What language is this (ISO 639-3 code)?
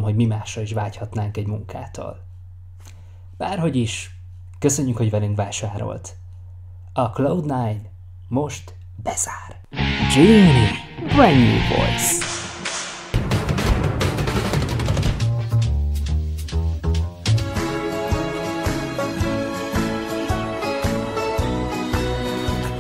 hun